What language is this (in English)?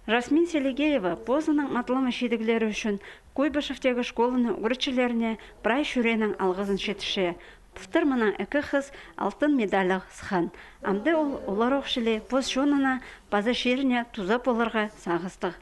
Khakas